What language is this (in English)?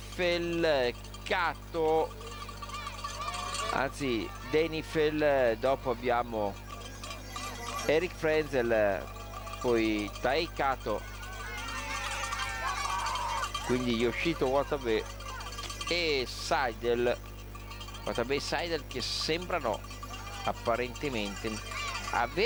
Italian